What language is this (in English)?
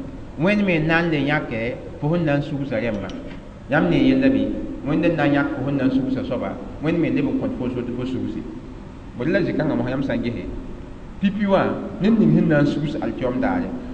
Mossi